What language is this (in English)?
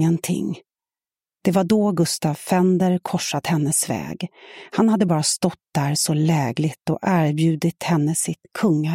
Swedish